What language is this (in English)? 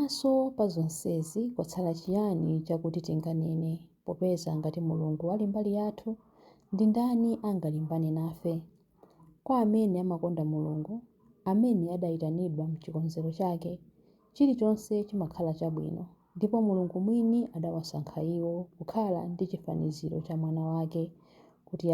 Nyanja